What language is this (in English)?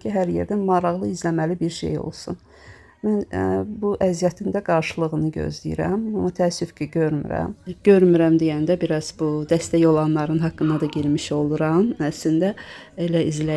Azerbaijani